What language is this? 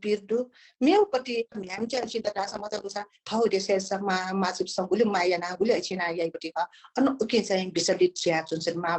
Newari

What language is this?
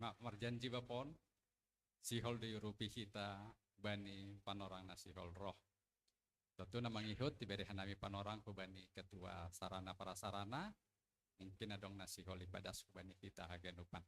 Batak Simalungun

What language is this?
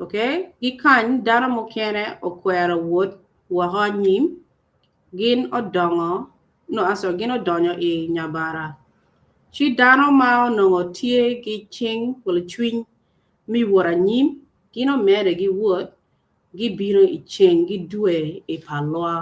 Acoli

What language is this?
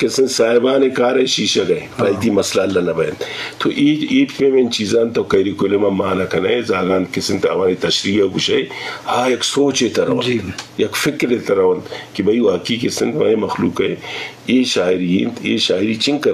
Eastern Balochi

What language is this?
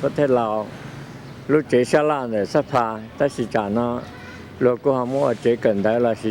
Hmong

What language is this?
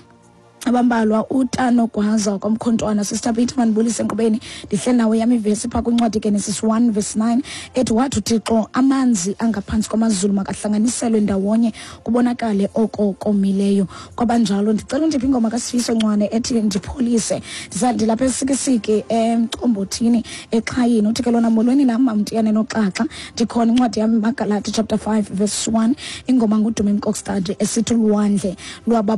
Xhosa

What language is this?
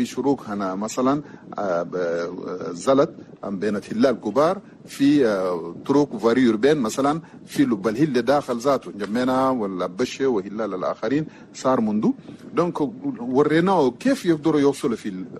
Chadian Arabic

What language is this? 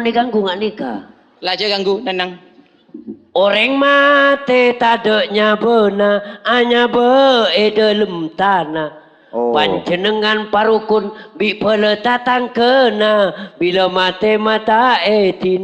Madurese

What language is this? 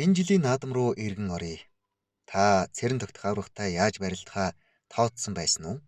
Mongolian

